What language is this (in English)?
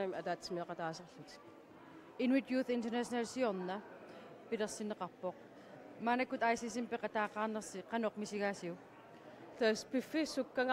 Kalaallisut